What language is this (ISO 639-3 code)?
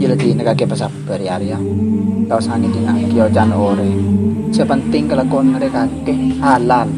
mad